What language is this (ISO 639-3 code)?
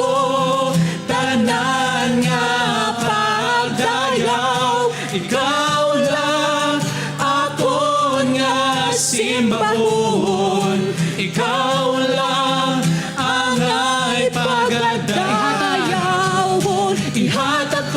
hil